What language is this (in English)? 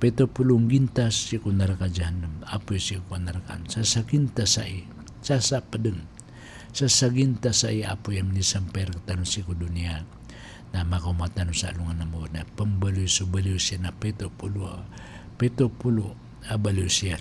Maranao